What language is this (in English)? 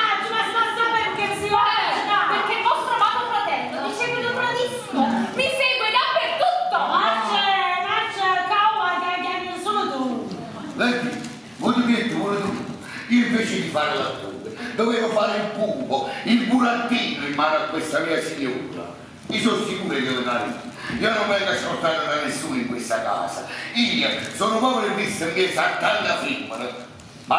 Neapolitan